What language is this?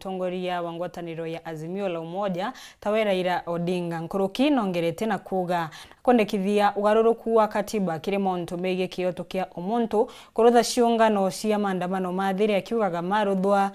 Meru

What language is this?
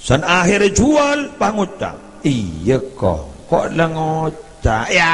Madurese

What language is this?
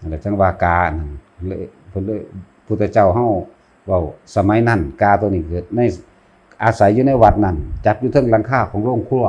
Northeastern Thai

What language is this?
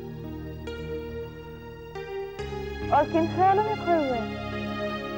Hindi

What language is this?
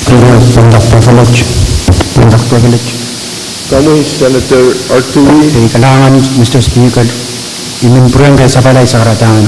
Pohnpeian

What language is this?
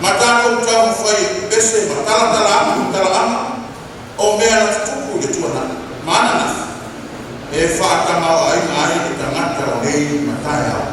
Samoan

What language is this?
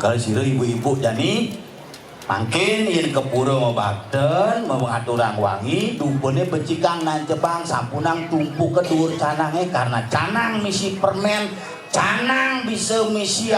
Balinese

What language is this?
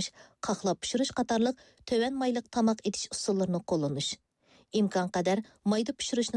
Uyghur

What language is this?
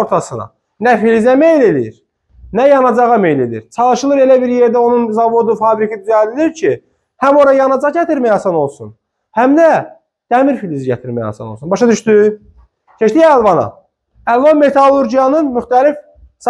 Azerbaijani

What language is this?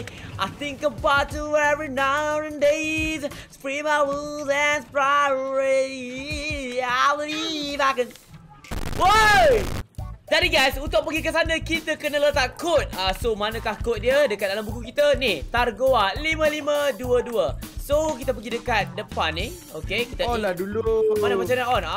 Malay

